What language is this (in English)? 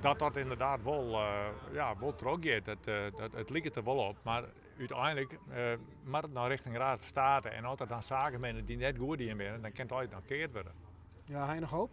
Western Frisian